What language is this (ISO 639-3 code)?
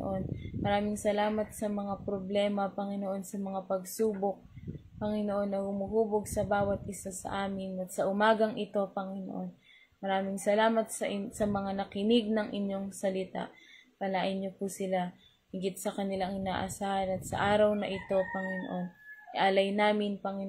fil